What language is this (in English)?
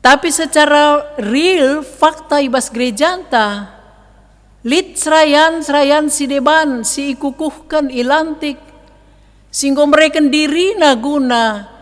Batak Karo